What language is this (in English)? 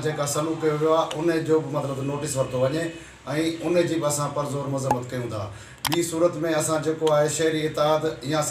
Sindhi